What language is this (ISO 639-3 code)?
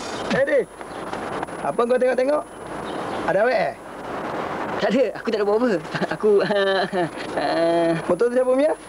msa